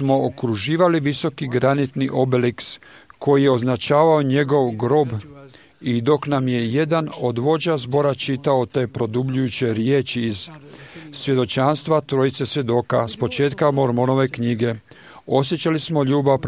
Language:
Croatian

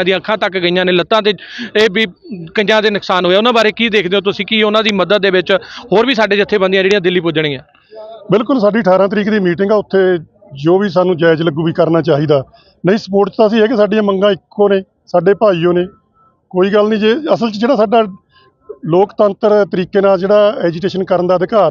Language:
Punjabi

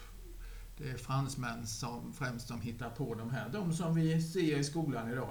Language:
Swedish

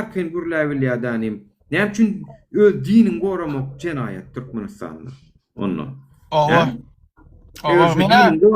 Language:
Turkmen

